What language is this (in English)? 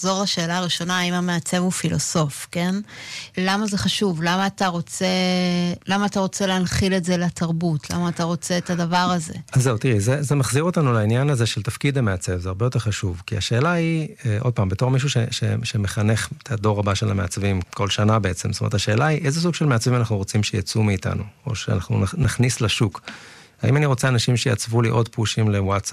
Hebrew